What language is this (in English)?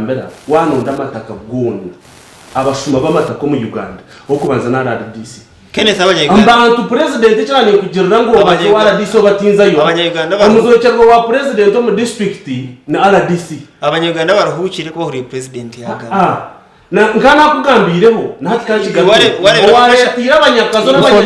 Nyankole